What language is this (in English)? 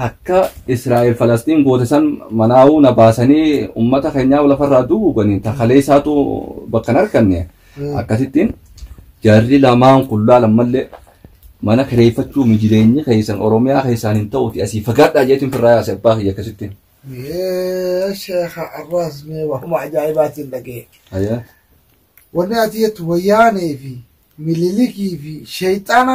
Oromo